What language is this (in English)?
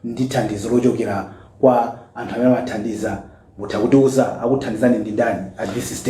Nyanja